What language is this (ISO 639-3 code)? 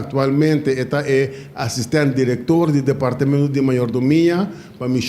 pap